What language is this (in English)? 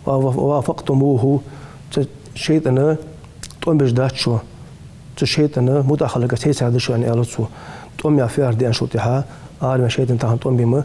Ingush